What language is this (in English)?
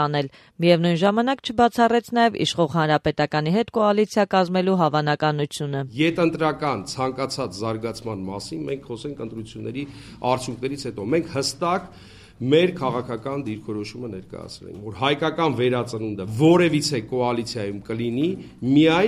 Armenian